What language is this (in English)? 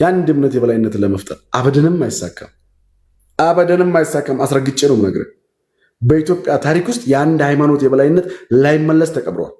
Amharic